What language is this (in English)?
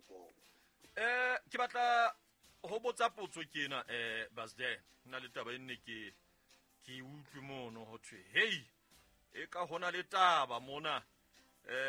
Southern Sotho